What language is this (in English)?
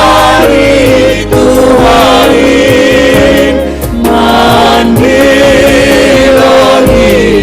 Batak Simalungun